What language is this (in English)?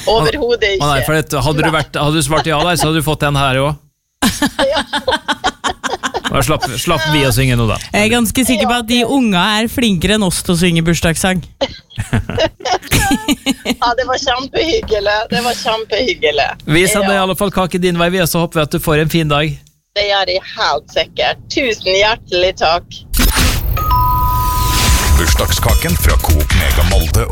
Norwegian